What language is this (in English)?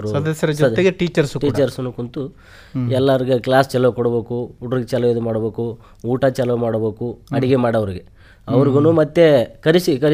Kannada